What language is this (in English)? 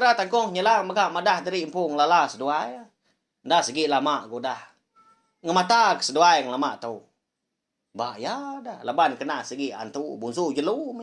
Iban